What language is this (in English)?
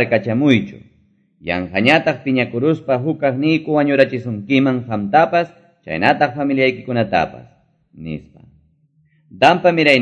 Quechua